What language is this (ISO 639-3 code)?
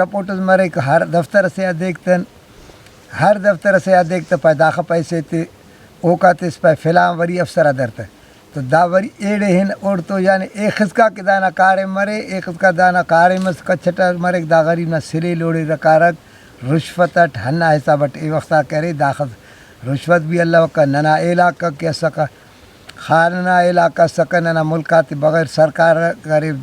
brh